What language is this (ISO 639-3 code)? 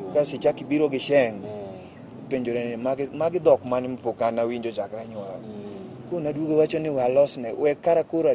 luo